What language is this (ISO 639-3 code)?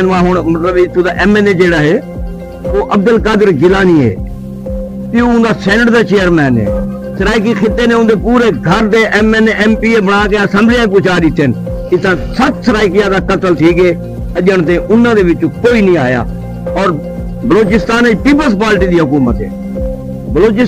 skr